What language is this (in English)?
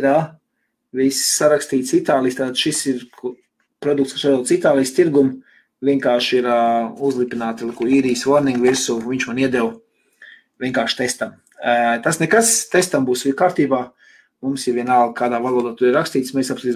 Latvian